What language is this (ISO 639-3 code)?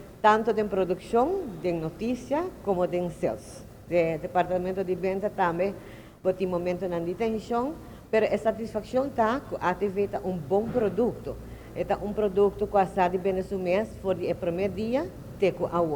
pap